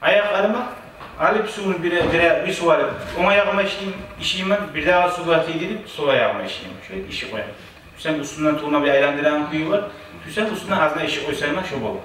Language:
Kumyk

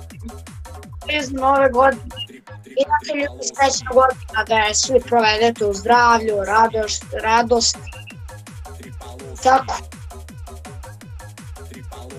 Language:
Serbian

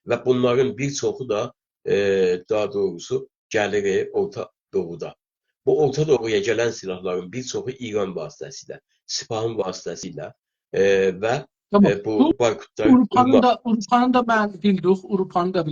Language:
South Azerbaijani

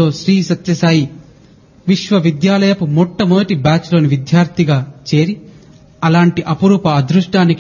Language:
Telugu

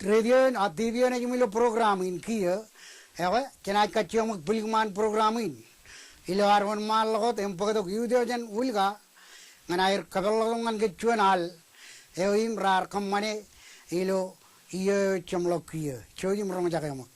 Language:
Marshallese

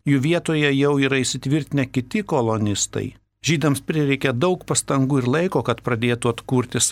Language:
Lithuanian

